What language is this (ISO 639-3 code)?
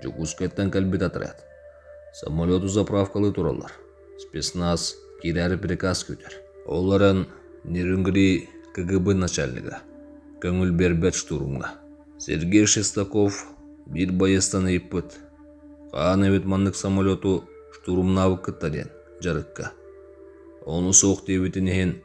sah